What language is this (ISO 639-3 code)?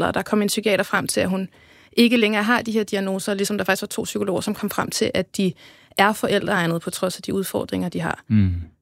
dan